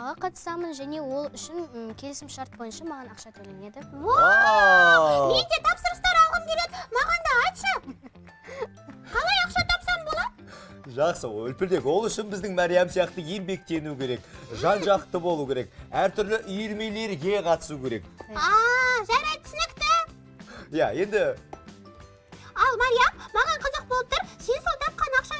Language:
Kazakh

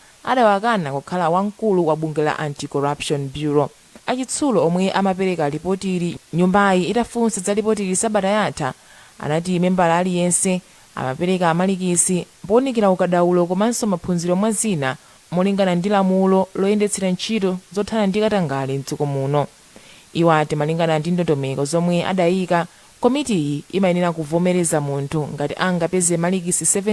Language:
Nyanja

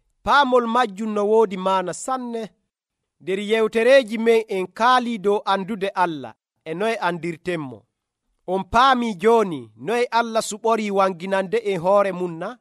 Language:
Nigerian Fulfulde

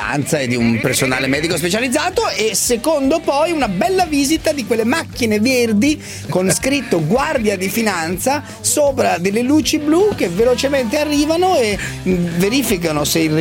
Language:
Italian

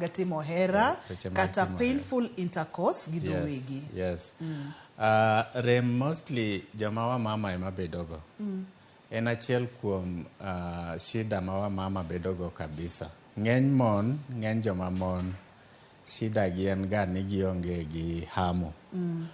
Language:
Luo (Kenya and Tanzania)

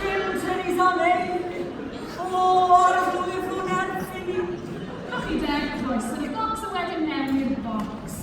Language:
Welsh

